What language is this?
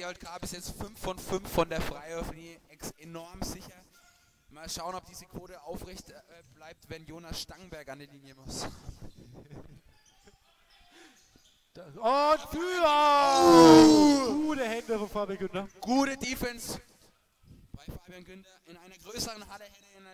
German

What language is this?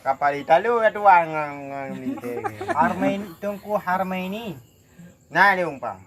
Achinese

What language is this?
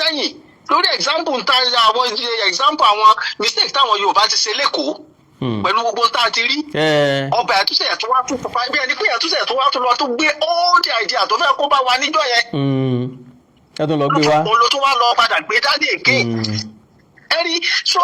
Yoruba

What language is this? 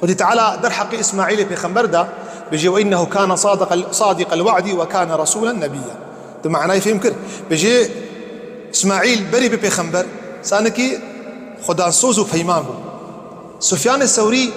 Kurdish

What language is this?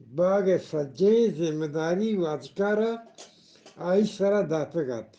Eastern Balochi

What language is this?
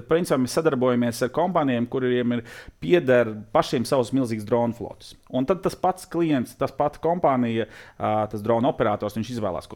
Latvian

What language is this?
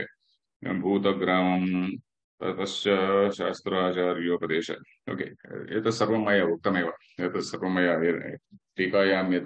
Sanskrit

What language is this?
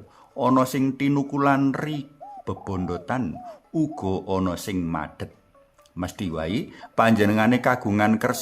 Javanese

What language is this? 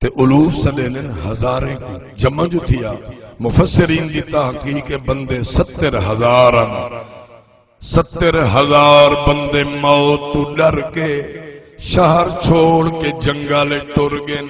Saraiki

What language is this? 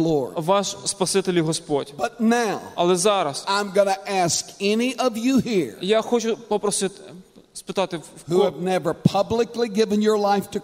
Ukrainian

